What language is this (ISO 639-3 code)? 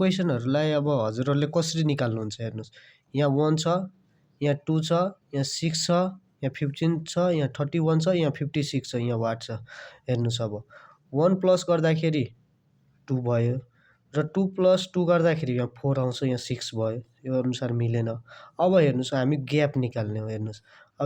nep